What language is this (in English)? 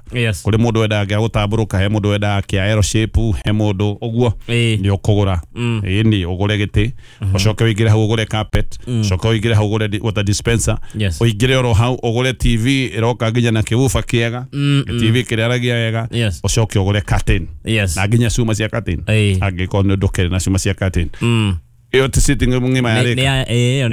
Kikuyu